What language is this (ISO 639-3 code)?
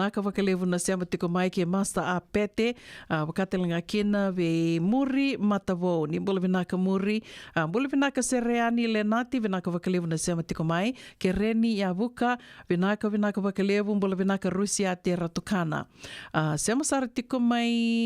fij